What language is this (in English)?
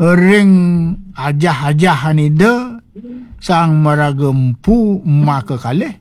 Balinese